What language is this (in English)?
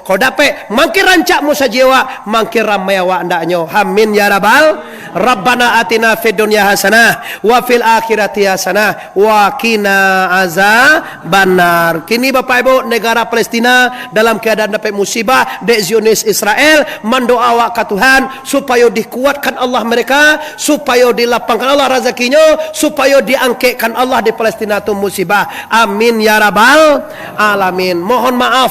Minangkabau